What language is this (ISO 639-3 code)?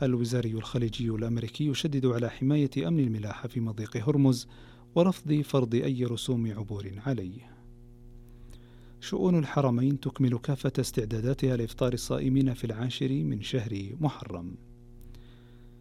ara